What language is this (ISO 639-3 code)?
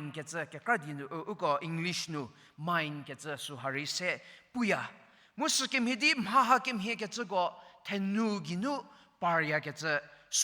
njm